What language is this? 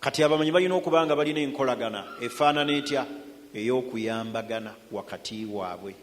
Ganda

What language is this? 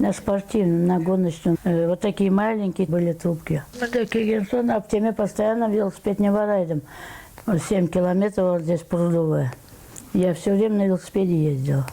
Crimean Tatar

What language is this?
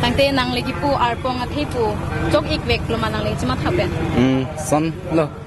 Karbi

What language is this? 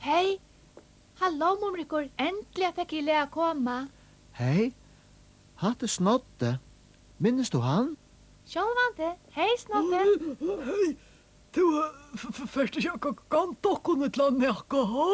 Faroese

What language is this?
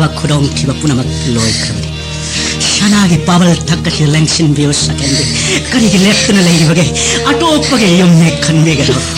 Manipuri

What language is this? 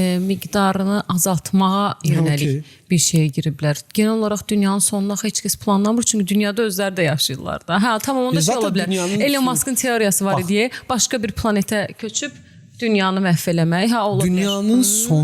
Azerbaijani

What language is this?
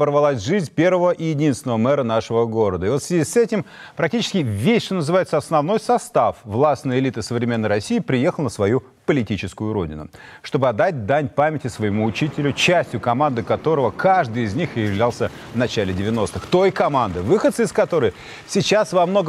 Russian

